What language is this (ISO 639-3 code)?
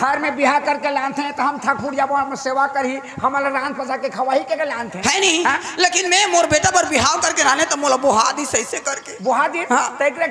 hne